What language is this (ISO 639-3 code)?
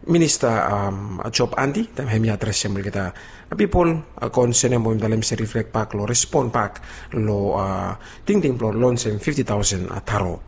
bis